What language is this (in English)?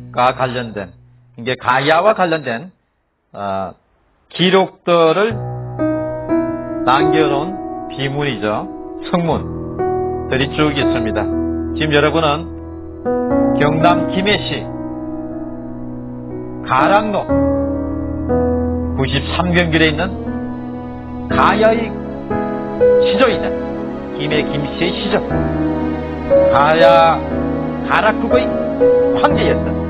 Korean